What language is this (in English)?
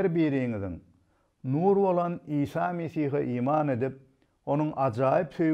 Turkmen